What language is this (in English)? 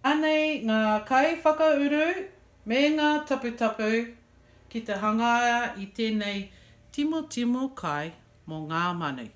Māori